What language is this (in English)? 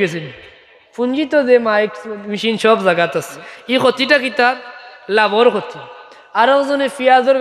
Sylheti